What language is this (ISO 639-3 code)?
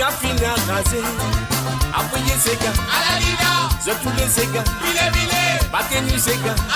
mfe